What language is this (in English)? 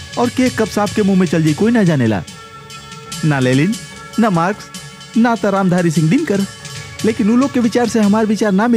Bhojpuri